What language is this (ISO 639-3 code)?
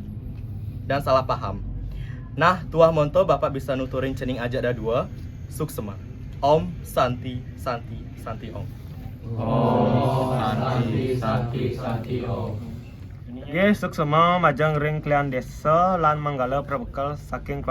ban